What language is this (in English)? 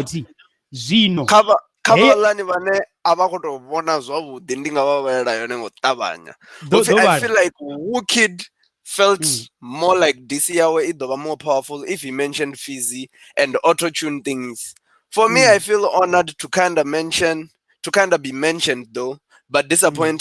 Venda